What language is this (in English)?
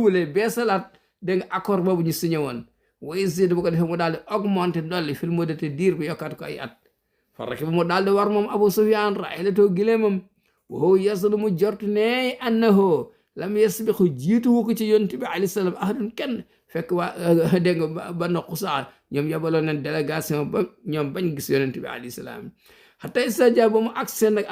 Wolof